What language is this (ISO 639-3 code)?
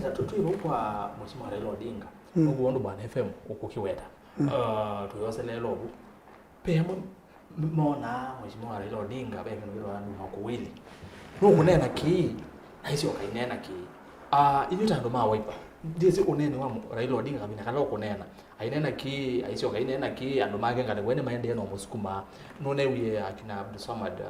kam